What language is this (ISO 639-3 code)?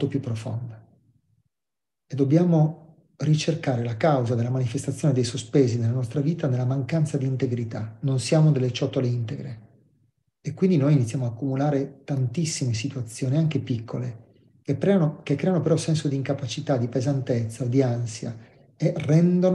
ita